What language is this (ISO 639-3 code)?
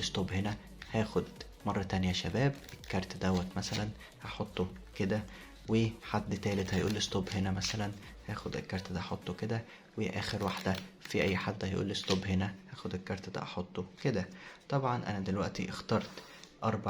arz